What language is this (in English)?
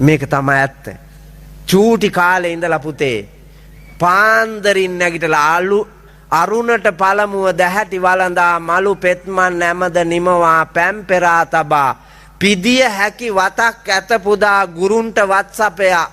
Sinhala